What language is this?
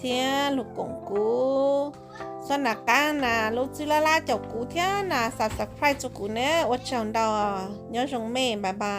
Hmong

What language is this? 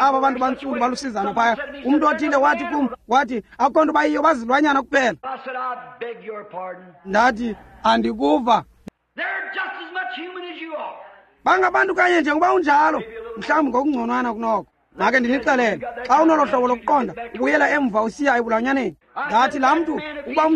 Xhosa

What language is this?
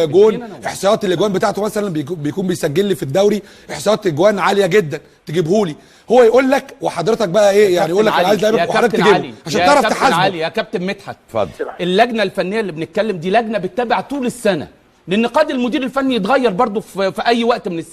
Egyptian Arabic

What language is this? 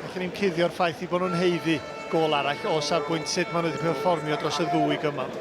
Welsh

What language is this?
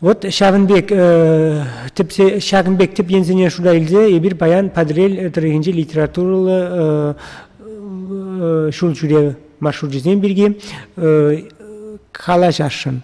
Chuvash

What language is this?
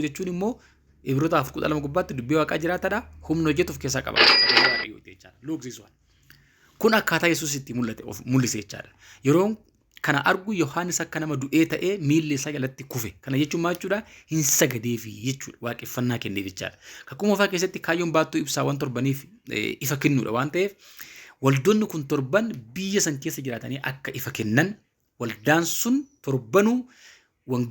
Oromo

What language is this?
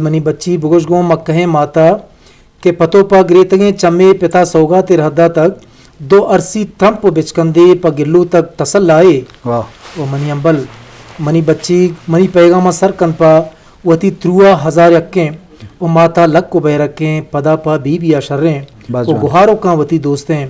Eastern Balochi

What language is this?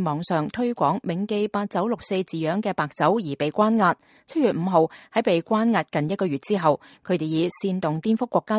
Cantonese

